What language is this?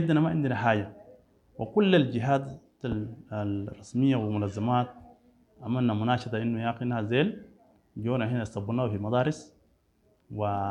Sudanese Arabic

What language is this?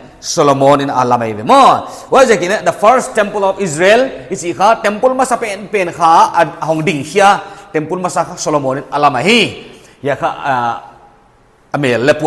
Paite Chin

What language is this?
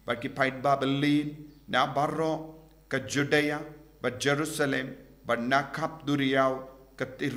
Khasi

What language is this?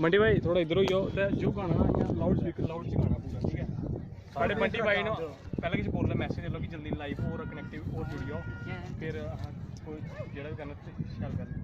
Dogri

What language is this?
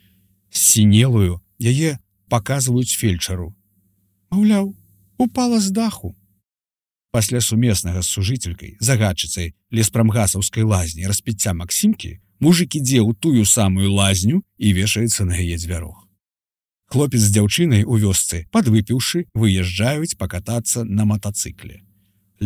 Belarusian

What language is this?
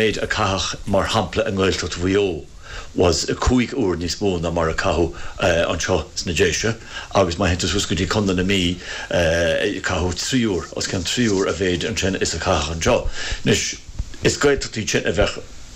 Irish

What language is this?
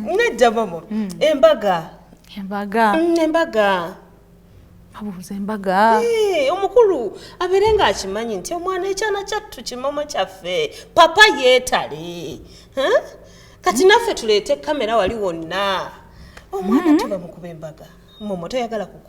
Ganda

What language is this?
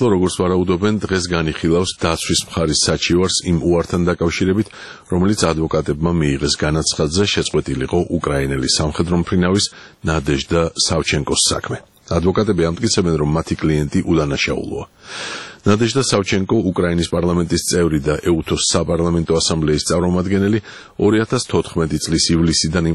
Georgian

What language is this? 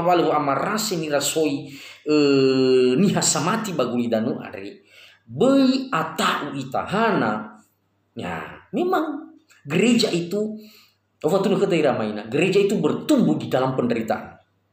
Nias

